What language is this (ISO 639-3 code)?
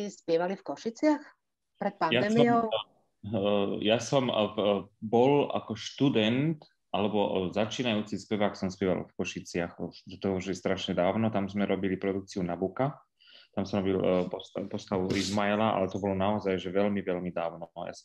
slk